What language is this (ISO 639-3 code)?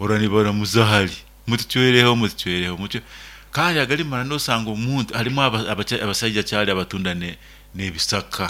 nyn